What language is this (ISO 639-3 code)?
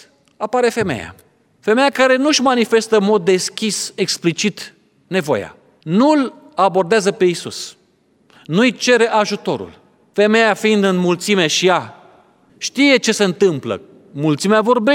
ron